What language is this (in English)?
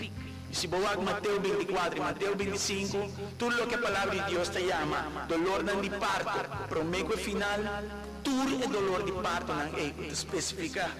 Papiamento